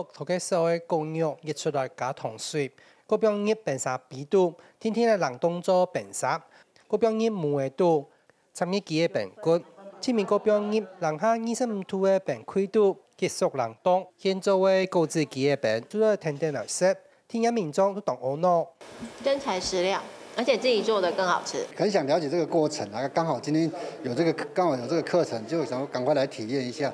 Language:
Hakka Chinese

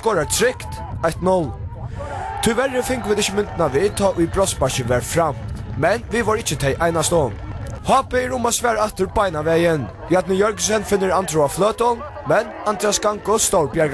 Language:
Faroese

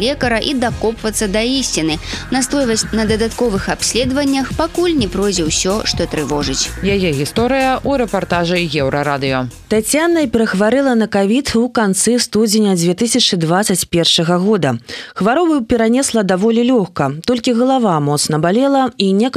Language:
Belarusian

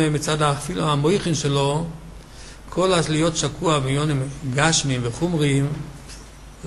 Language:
Hebrew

